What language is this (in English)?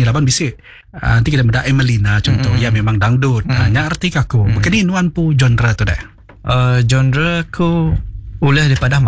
Iban